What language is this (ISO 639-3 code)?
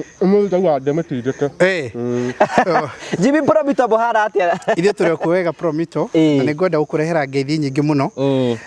kik